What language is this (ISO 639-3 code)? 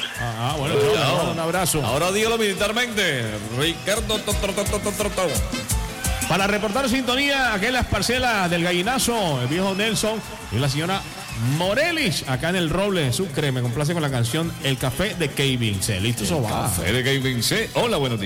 spa